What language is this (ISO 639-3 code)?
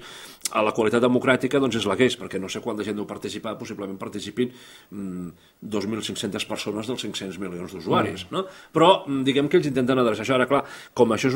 cat